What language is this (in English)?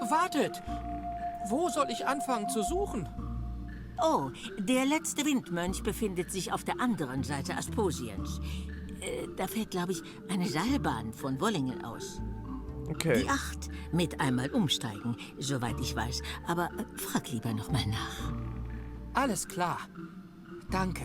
Swiss German